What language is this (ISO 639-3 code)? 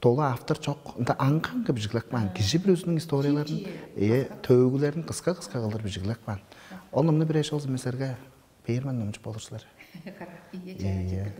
tyv